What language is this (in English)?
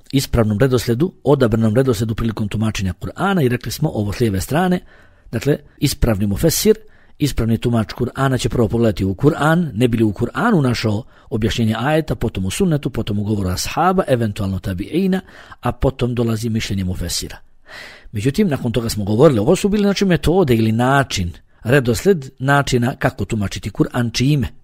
Bosnian